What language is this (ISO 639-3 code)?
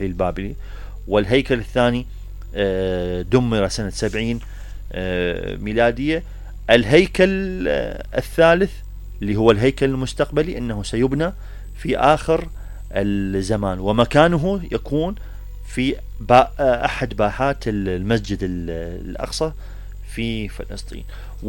acm